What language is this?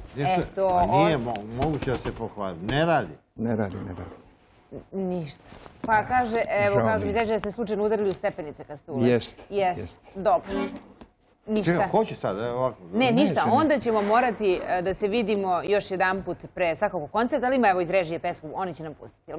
Serbian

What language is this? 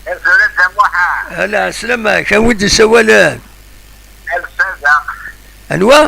Kabyle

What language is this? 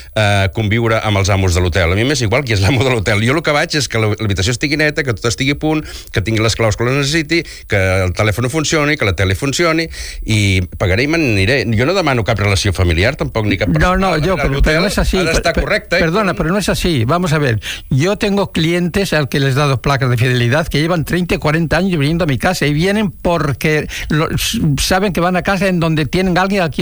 Catalan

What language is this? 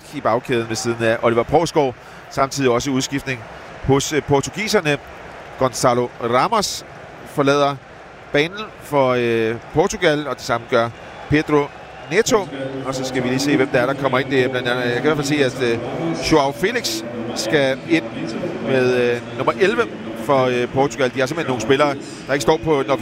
Danish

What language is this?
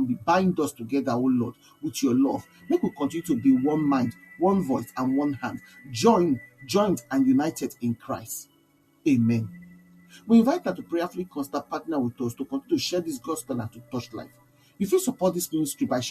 Nigerian Pidgin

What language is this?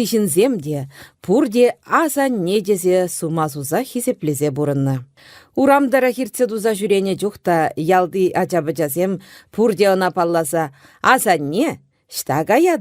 Chuvash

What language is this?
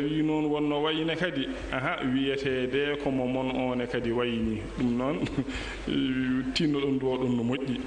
Fula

